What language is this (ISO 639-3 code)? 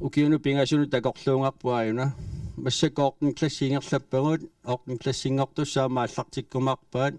kal